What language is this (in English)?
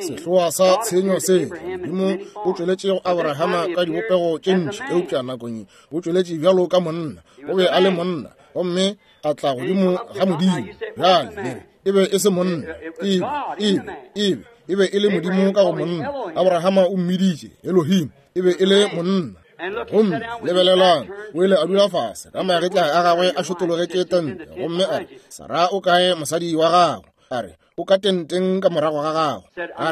Northern Sotho